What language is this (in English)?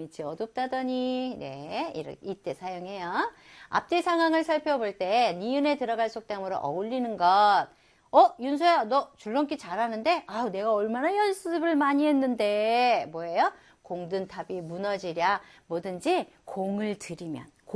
Korean